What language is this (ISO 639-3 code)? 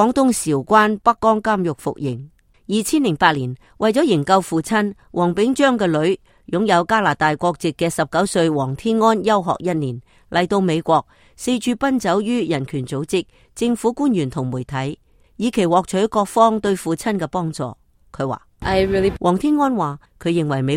yue